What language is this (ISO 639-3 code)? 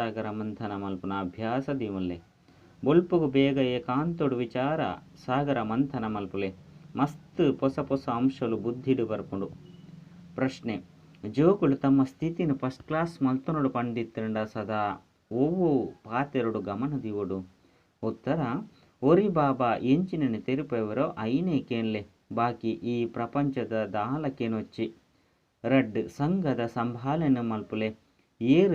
tcy